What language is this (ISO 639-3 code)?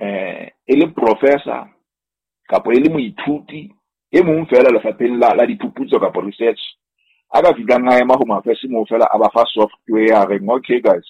sot